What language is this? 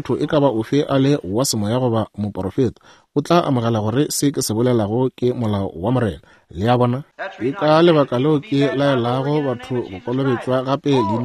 Northern Sotho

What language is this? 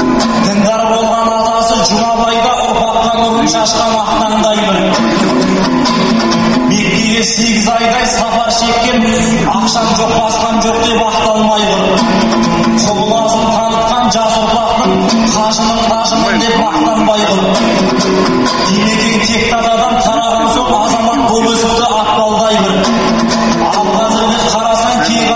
Kazakh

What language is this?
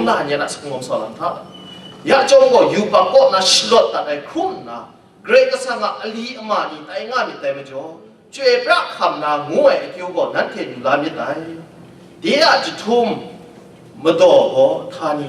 Kachin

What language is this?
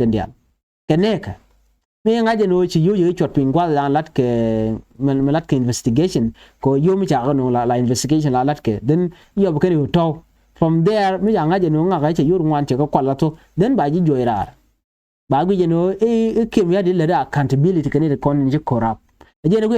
Nuer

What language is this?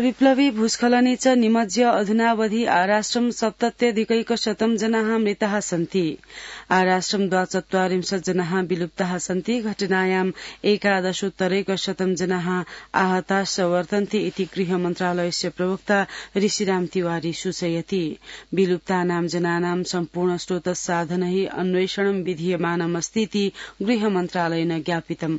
Sanskrit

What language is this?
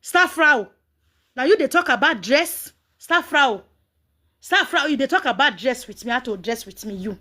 Nigerian Pidgin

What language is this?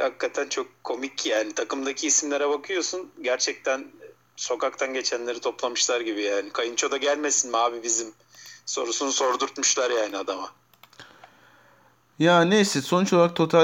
Turkish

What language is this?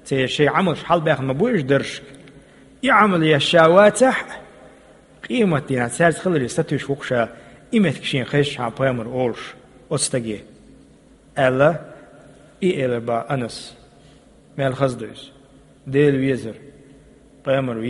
Chechen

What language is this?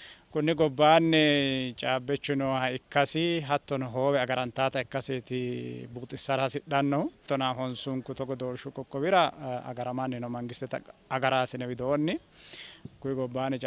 Sidamo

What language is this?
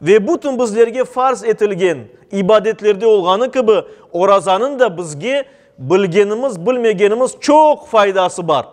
Crimean Tatar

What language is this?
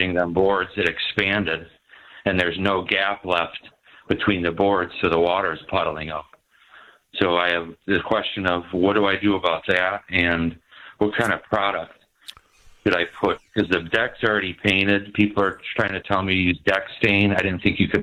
English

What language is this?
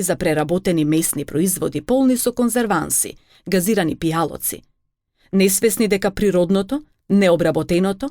Macedonian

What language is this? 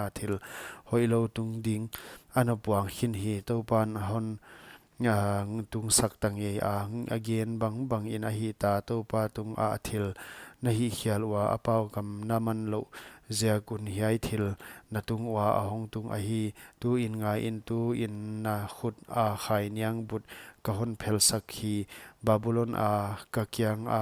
Paite Chin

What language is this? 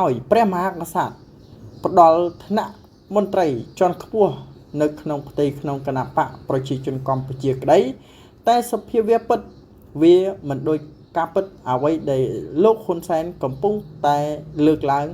Khmer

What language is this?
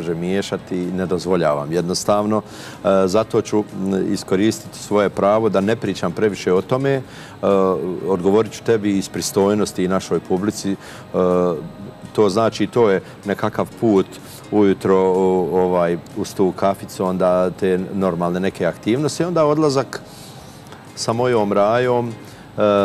Bosnian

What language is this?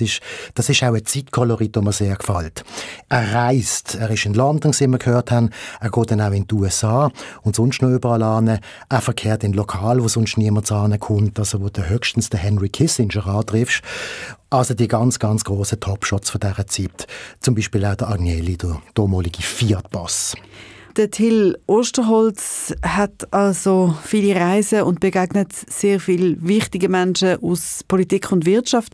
Swiss German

